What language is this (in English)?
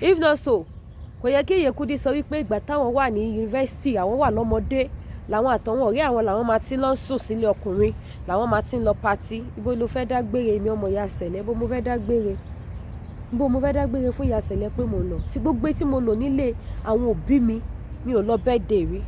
Yoruba